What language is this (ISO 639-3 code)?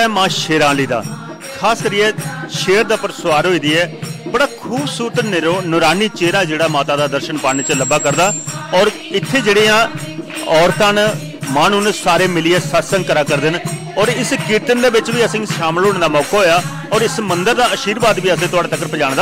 doi